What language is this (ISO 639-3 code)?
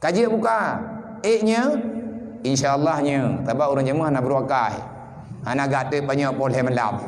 ace